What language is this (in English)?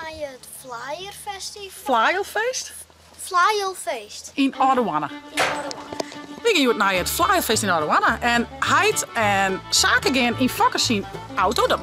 Western Frisian